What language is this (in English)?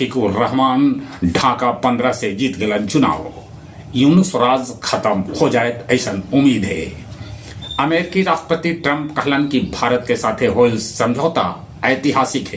Magahi